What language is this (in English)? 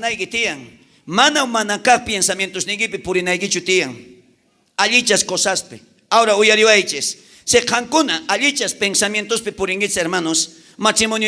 South Bolivian Quechua